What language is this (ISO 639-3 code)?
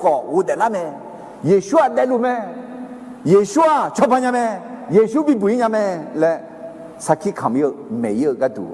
ahk